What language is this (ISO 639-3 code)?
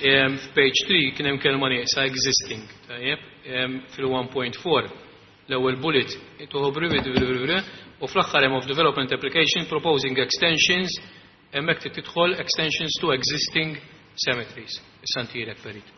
mlt